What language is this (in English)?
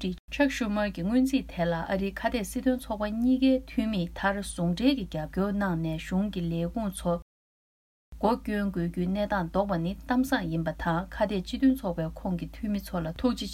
Tibetan